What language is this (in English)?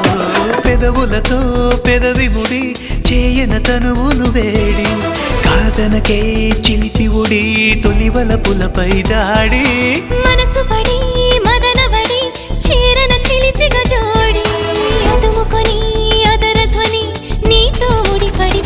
Telugu